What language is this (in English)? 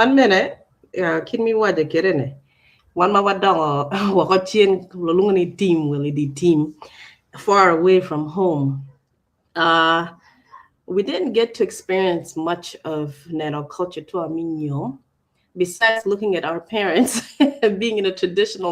Acoli